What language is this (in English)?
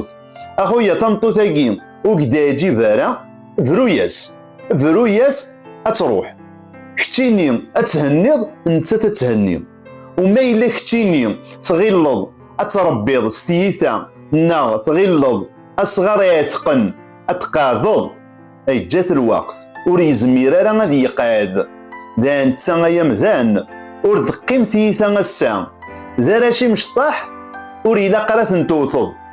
Kabyle